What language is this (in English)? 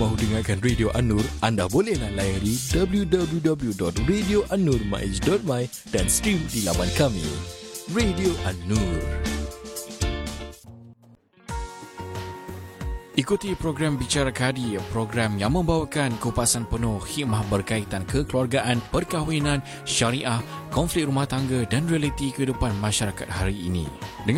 Malay